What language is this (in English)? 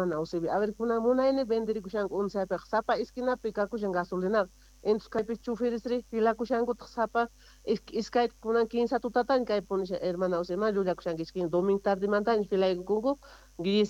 Quechua